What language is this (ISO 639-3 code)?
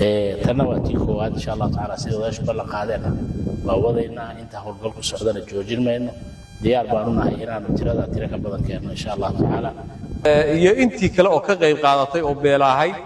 som